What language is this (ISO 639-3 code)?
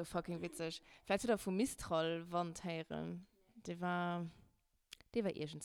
ltz